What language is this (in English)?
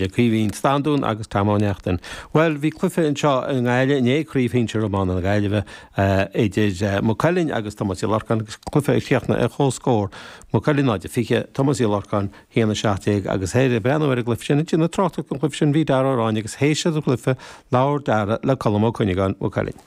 Irish